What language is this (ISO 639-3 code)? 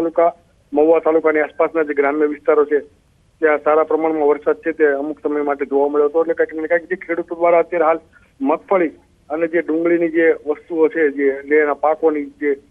guj